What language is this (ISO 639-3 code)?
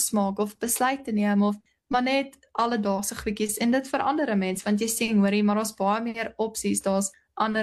afr